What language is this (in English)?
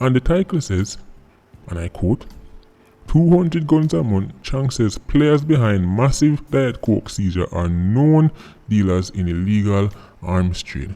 Jamaican Creole English